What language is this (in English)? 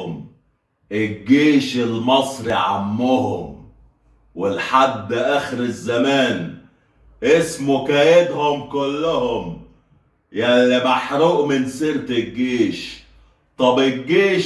Egyptian Arabic